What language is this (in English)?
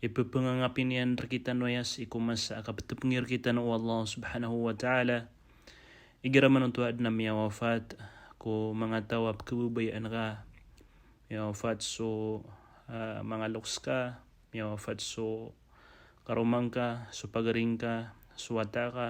Maranao